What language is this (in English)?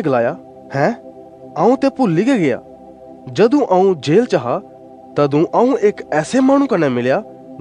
Dogri